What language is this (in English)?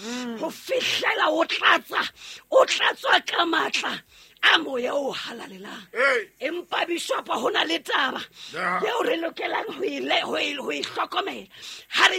Southern Sotho